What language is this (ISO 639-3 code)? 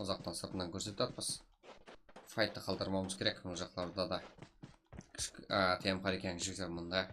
kaa